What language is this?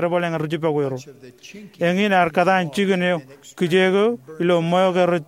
Marshallese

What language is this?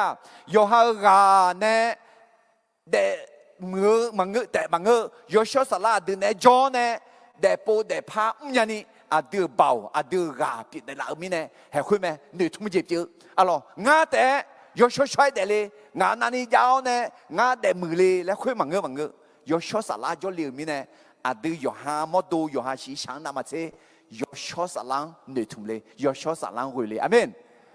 Akha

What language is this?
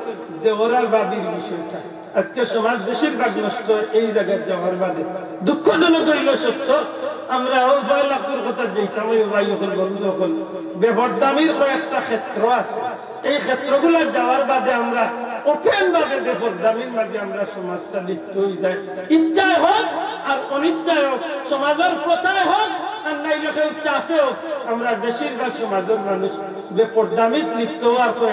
Sylheti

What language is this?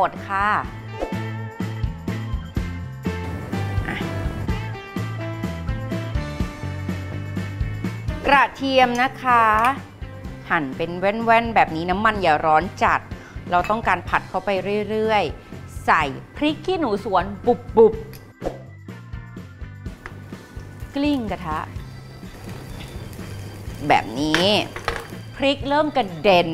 Thai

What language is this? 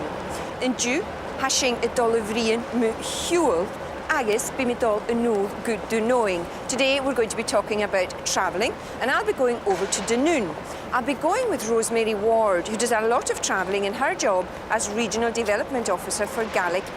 Scottish Gaelic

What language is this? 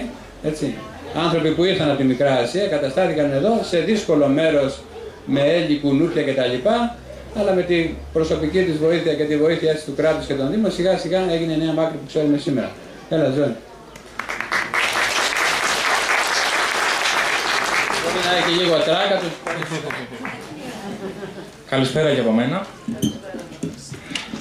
Greek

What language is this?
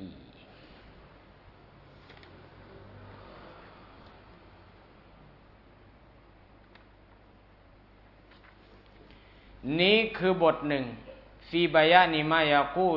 Thai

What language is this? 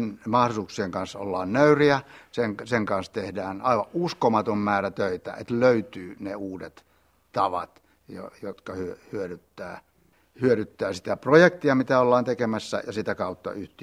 Finnish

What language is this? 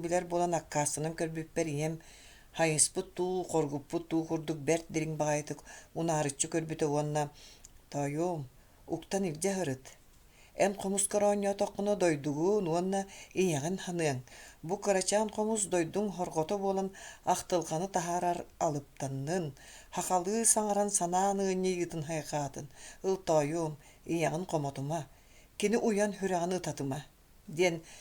Yakut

